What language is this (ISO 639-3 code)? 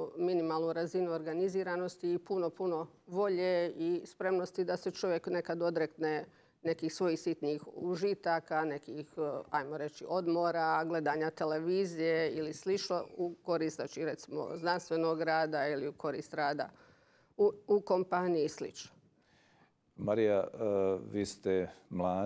hrv